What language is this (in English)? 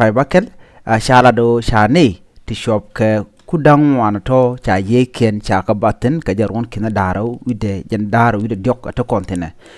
Nuer